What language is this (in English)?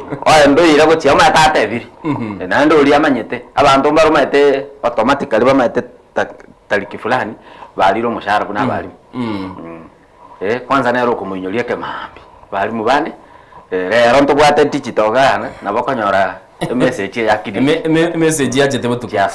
Gusii